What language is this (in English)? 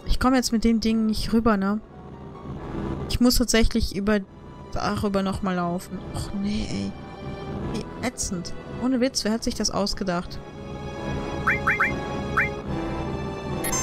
German